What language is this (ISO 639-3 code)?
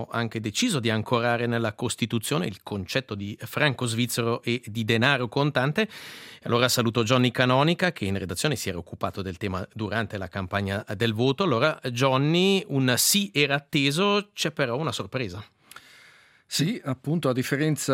ita